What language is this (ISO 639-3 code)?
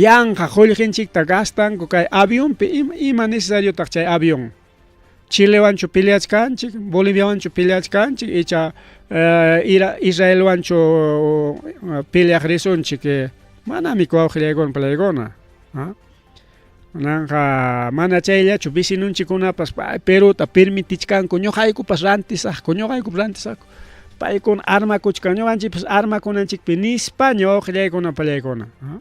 quy